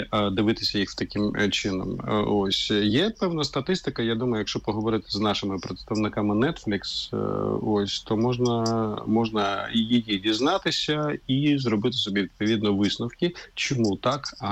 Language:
Ukrainian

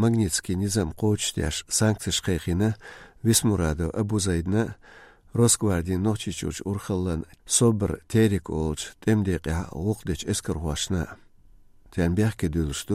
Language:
Chechen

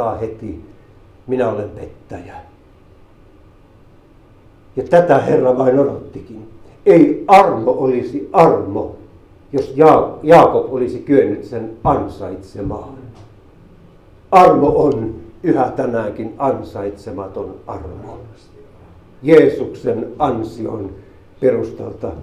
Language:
Finnish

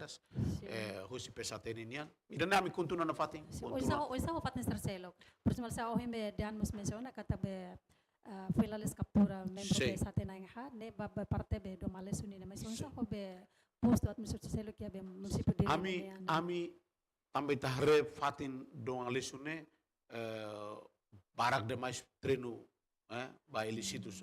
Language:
Tetum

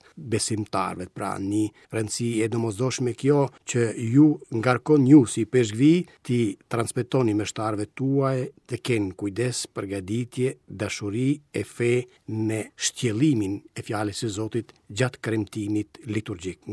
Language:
Albanian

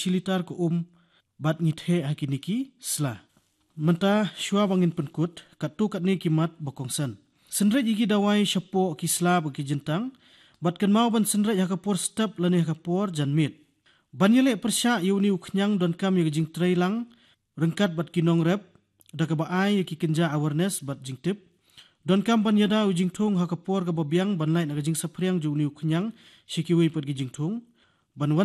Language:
Khasi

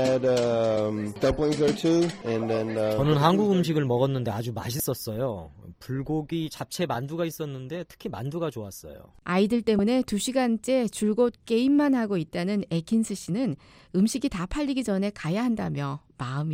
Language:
Korean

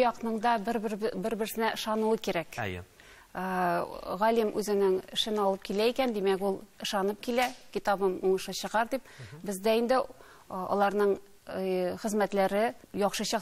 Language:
Tatar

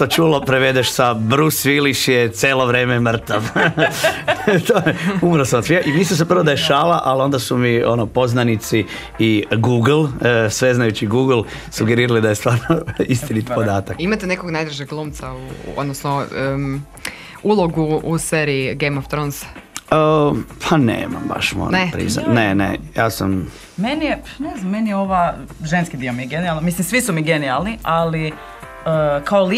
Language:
Croatian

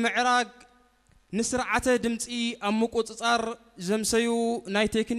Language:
Tigrinya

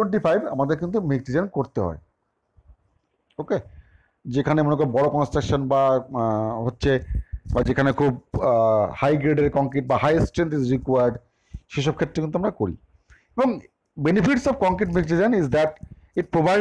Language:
Bangla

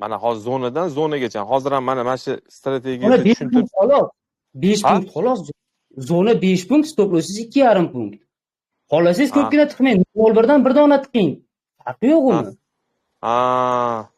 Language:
Uzbek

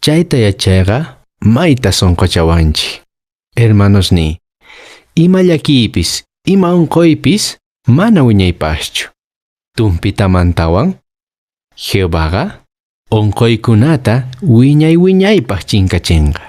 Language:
Quechua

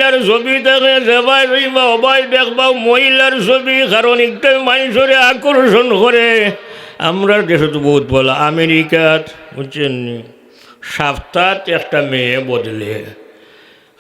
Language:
Sylheti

